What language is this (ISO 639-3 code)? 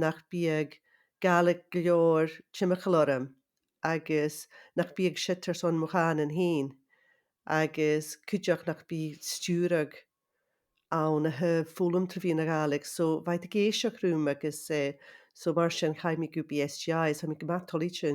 gla